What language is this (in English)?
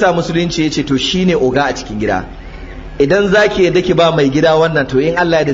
Hausa